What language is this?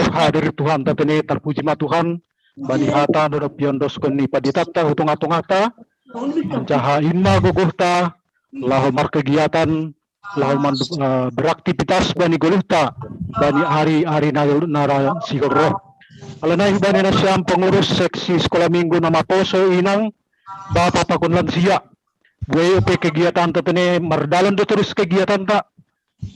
Batak Simalungun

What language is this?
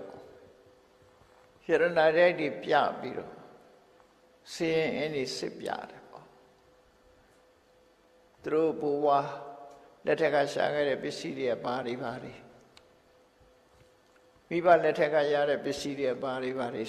Burmese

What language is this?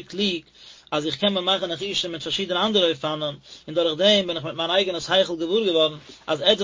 Yiddish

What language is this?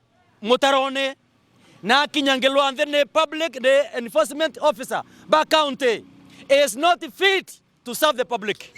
Meru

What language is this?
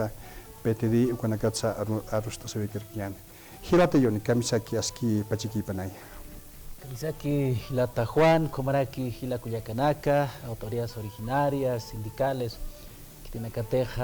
Aymara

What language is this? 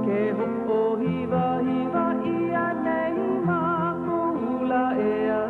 Hawaiian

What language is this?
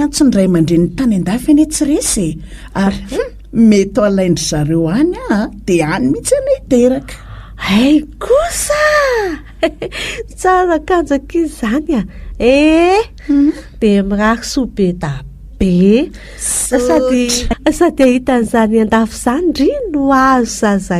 Malagasy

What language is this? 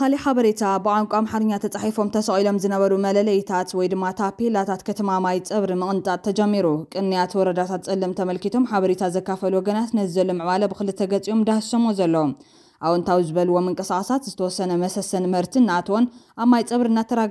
Tigrinya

